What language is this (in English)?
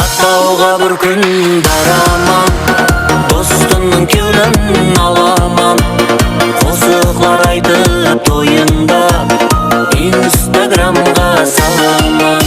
Kara-Kalpak